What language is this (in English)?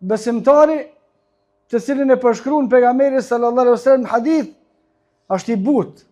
Albanian